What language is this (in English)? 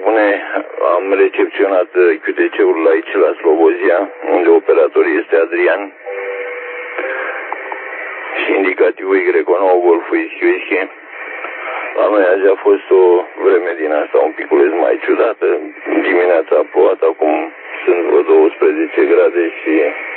Romanian